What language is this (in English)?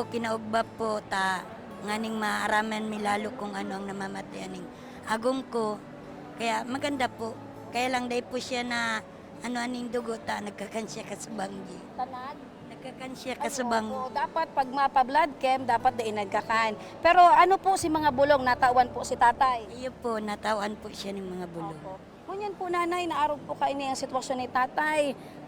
Bikol